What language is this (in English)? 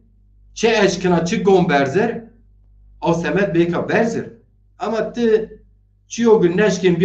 Zaza